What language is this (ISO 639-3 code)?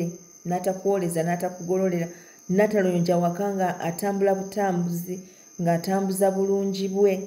lug